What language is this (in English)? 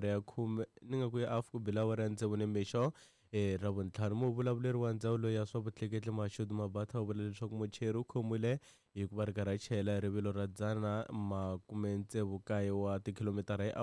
Tsonga